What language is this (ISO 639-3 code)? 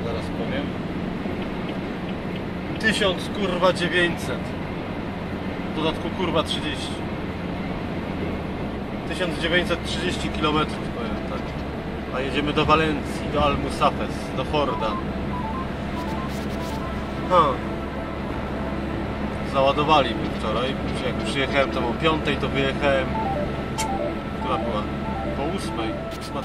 pol